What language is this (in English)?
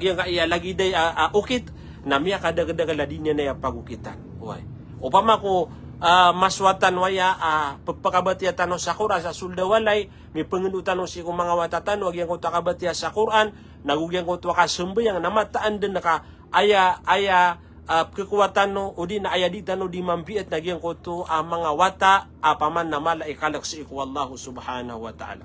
Maranao